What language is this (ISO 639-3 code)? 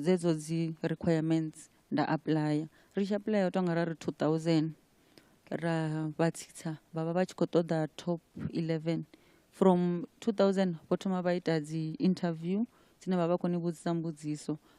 ven